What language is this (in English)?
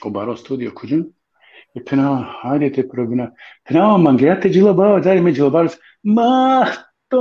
Balkan Romani